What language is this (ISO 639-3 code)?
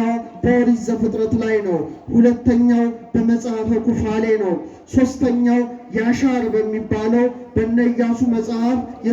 amh